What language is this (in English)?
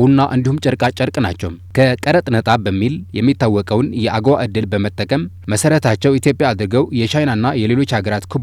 Amharic